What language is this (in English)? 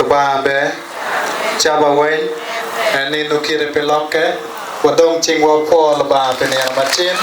Acoli